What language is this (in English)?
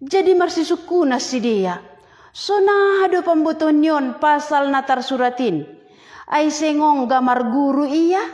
Batak Simalungun